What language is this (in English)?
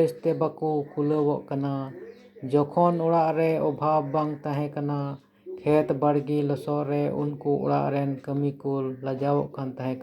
Santali